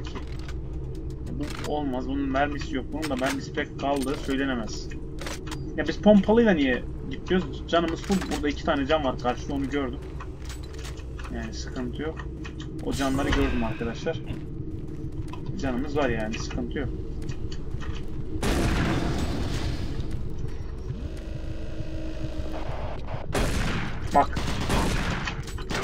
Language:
Turkish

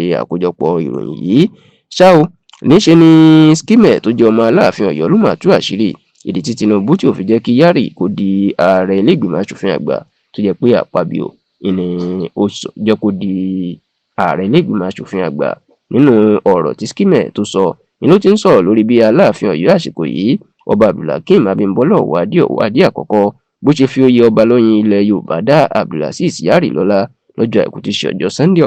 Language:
Yoruba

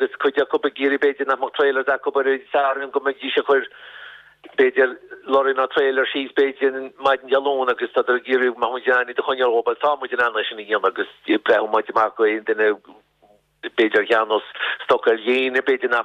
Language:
Irish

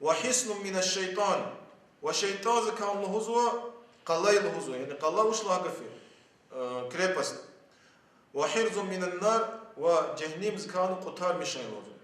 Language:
Lezghian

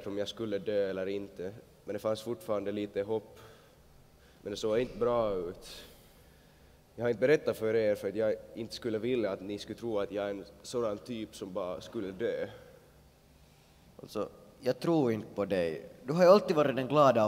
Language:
Swedish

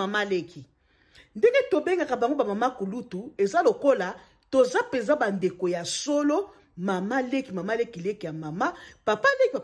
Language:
Lingala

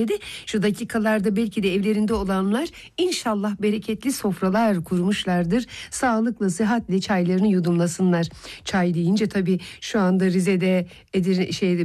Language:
Turkish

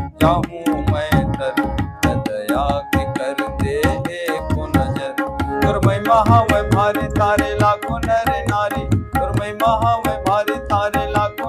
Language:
Chhattisgarhi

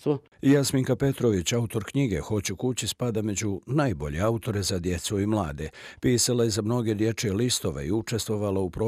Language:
Bosnian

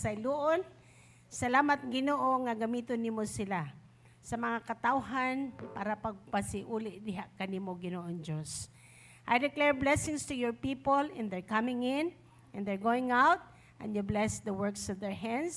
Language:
Cebuano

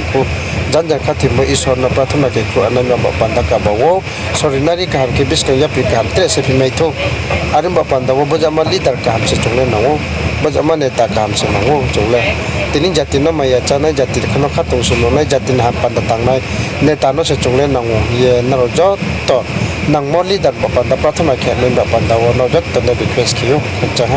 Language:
Riang (India)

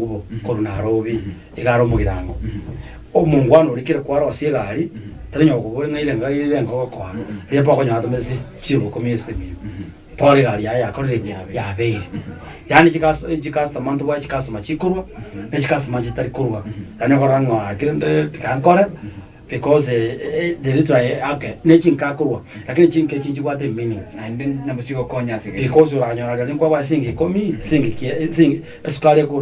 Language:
Gusii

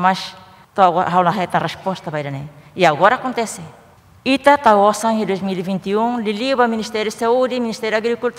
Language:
Tetum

